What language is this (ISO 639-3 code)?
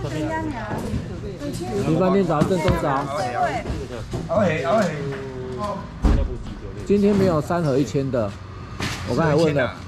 zho